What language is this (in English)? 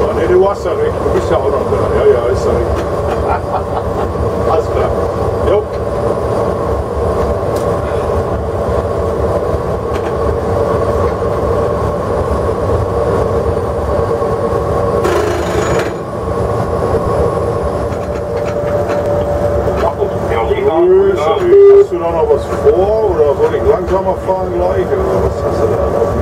German